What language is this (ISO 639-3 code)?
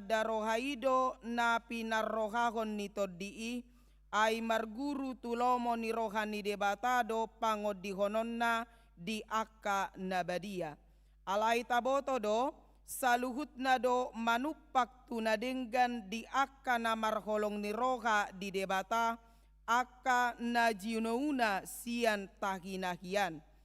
bbc